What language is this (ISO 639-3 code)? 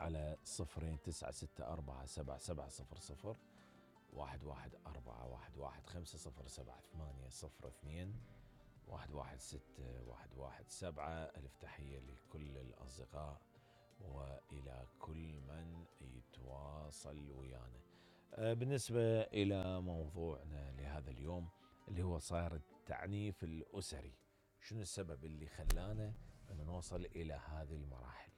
acm